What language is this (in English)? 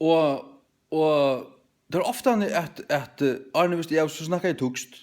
Faroese